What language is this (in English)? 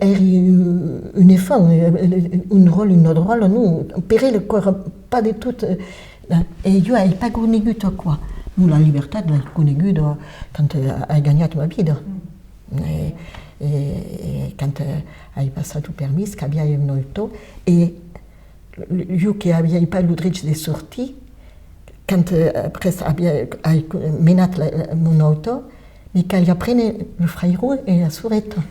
Occitan